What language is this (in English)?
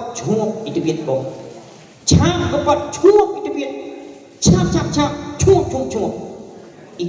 Achinese